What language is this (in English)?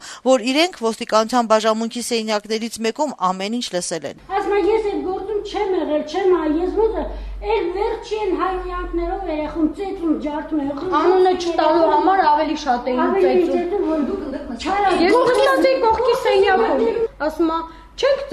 Armenian